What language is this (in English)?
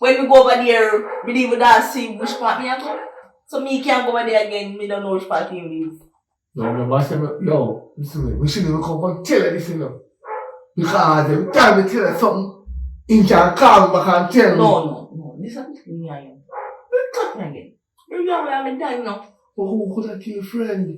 Jamaican Creole English